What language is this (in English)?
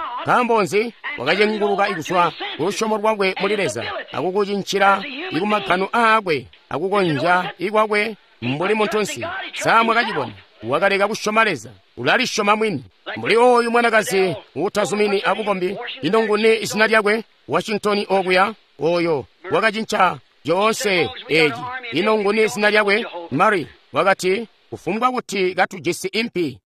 Tonga (Zambia)